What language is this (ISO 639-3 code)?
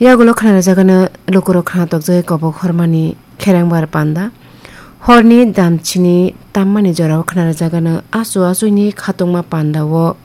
trp